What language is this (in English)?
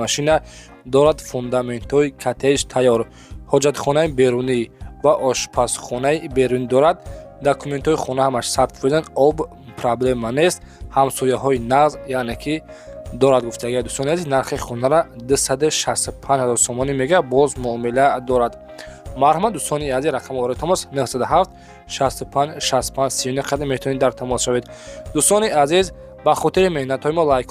Tajik